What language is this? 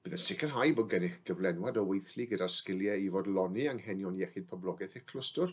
Welsh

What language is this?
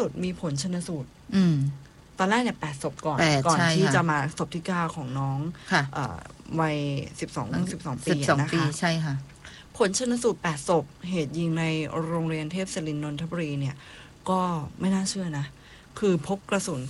Thai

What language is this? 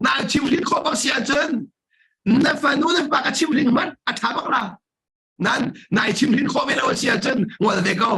Hakha Chin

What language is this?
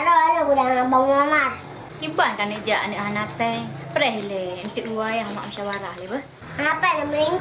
Achinese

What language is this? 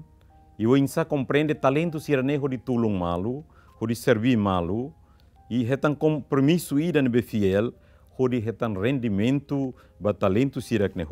Tetum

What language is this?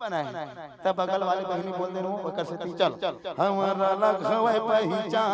Chhattisgarhi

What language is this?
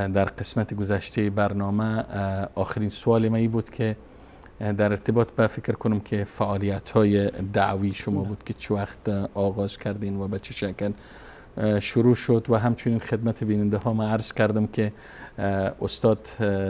Persian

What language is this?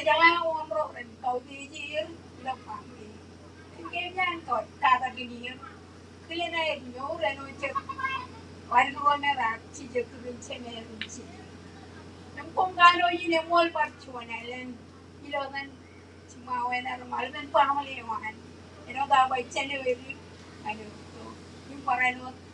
Marshallese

